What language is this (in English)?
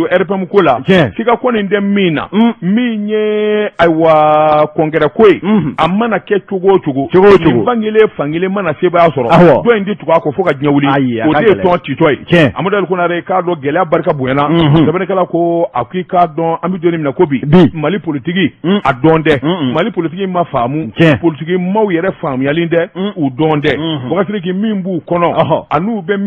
Bambara